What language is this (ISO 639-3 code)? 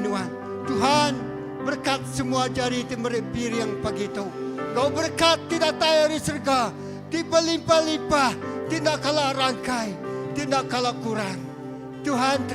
iba